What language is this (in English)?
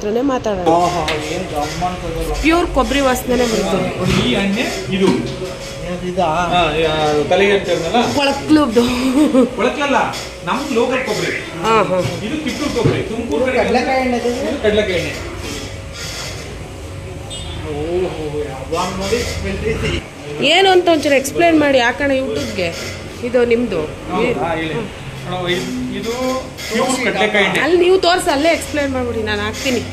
Kannada